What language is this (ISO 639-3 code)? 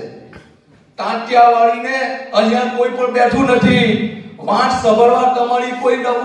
guj